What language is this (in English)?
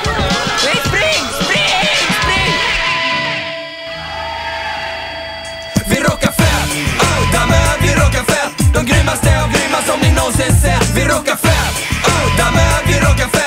Swedish